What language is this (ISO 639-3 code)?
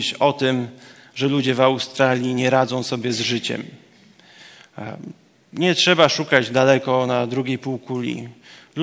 pol